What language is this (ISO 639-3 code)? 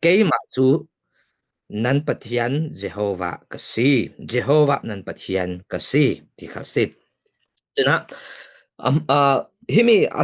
cfm